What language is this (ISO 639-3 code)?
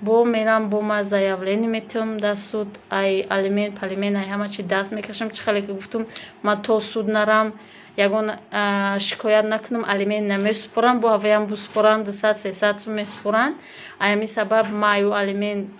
tgk